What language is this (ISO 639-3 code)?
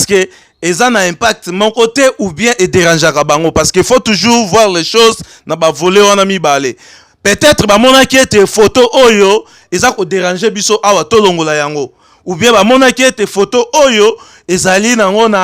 lin